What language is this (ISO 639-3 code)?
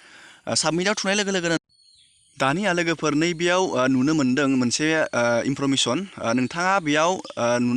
brx